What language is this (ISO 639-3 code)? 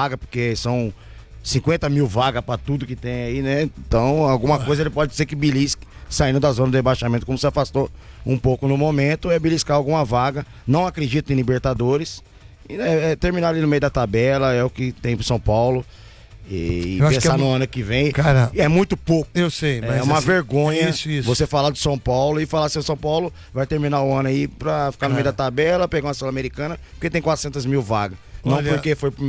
por